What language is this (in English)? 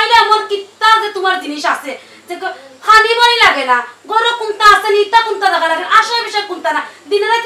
Sylheti